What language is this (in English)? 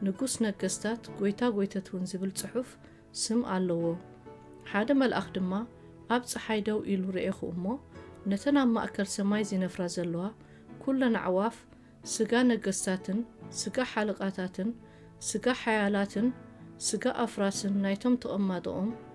Tigrinya